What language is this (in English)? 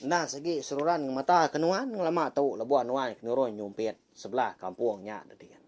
Iban